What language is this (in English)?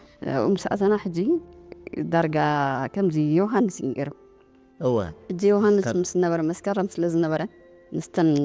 Tigrinya